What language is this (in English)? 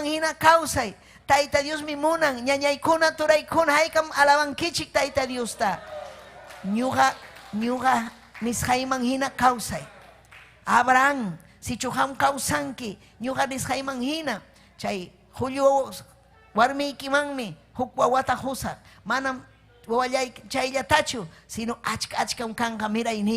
Ayacucho Quechua